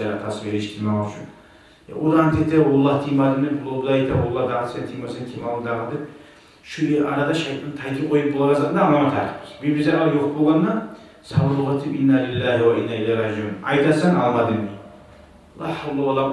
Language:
Kumyk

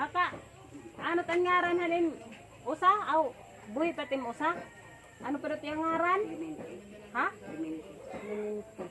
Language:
Waray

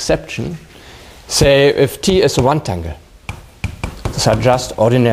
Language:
English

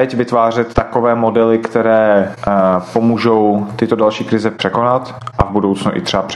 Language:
Czech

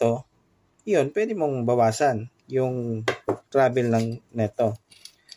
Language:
Filipino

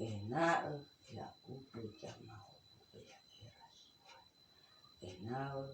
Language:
Nias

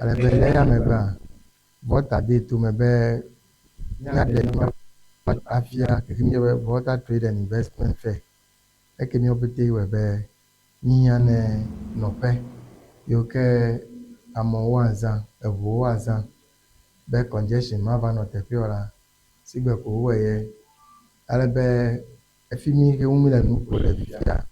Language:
Ewe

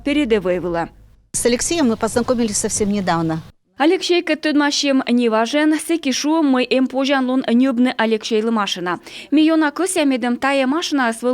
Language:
Komi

